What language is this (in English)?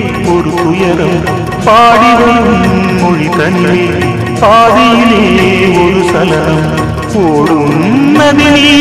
Tamil